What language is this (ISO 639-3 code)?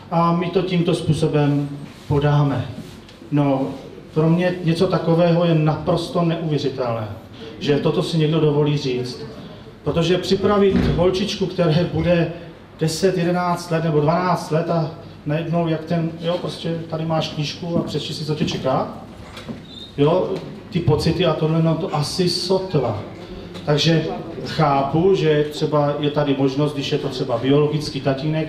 ces